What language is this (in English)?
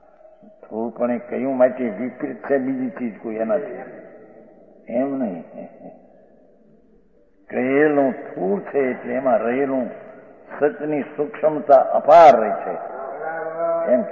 Gujarati